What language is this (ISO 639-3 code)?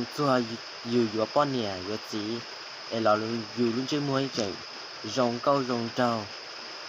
hmn